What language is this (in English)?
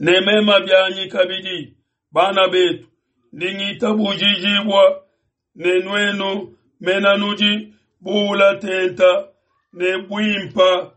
Luba-Lulua